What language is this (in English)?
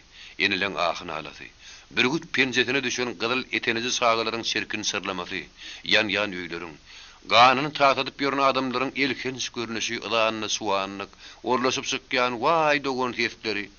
Turkmen